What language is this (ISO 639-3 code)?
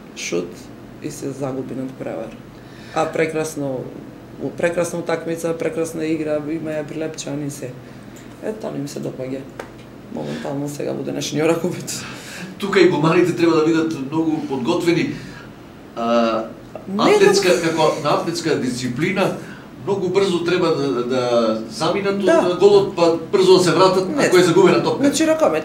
mkd